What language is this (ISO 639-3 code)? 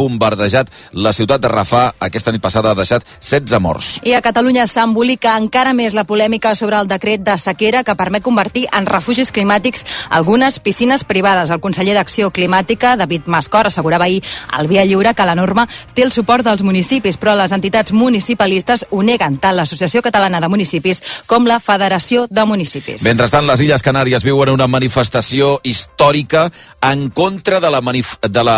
cat